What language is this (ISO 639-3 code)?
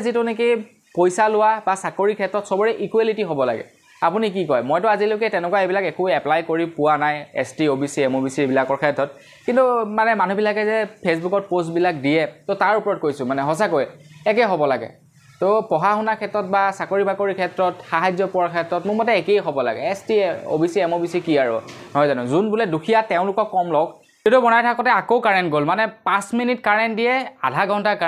asm